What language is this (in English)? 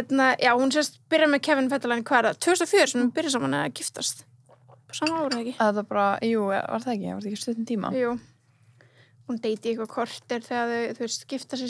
Icelandic